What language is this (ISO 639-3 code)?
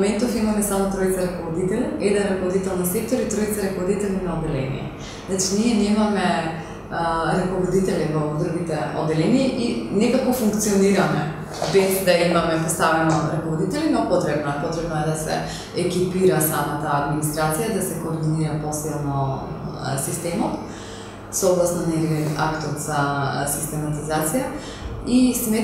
mkd